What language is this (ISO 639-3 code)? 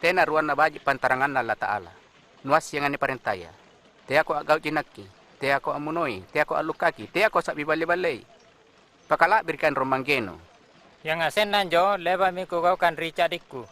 mak